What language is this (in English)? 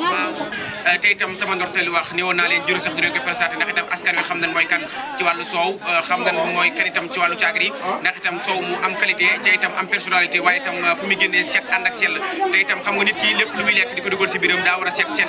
Wolof